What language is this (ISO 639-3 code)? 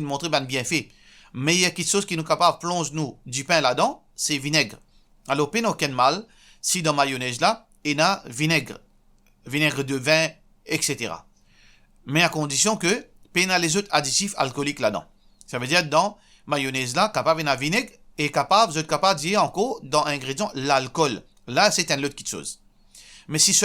mfe